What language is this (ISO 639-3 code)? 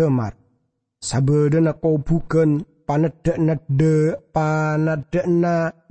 mad